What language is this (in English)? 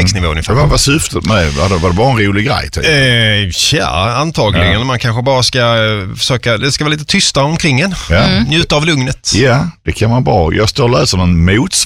Swedish